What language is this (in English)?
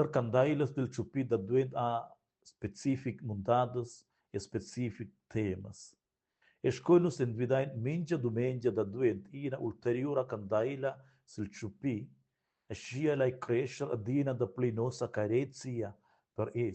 Romansh